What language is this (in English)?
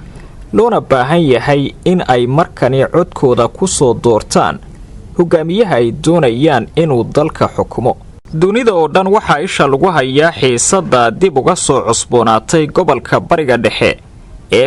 Somali